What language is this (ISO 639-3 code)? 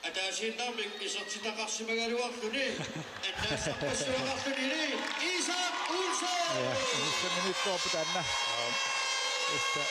kal